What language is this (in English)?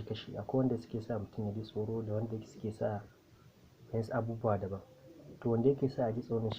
Hausa